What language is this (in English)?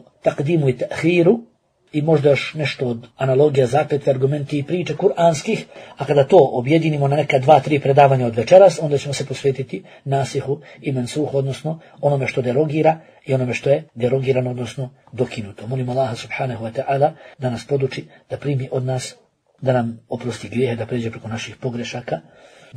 Bosnian